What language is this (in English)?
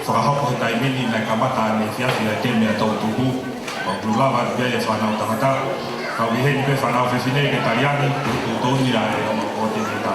Tongan